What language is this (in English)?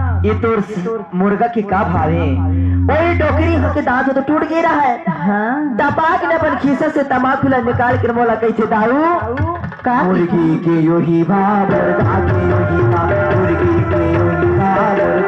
Chhattisgarhi